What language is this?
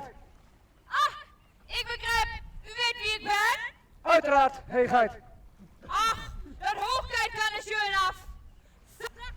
Western Frisian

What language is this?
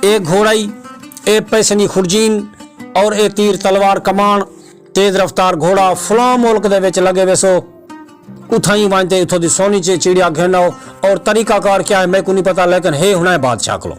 Saraiki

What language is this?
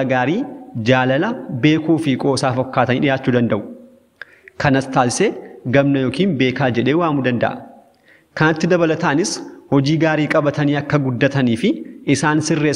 Oromo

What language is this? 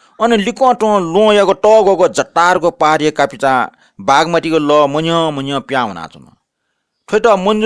Newari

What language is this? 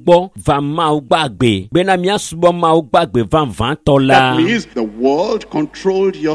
Ewe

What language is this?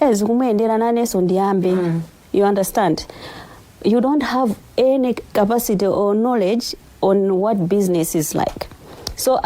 Nyanja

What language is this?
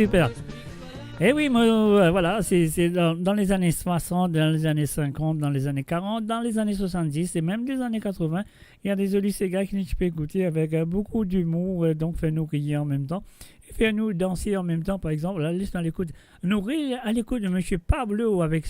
Morisyen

